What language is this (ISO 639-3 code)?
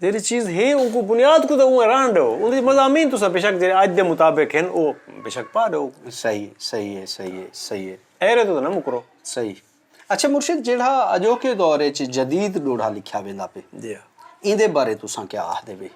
skr